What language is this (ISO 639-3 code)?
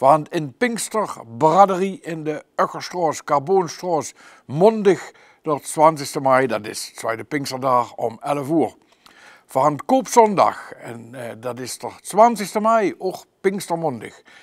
lim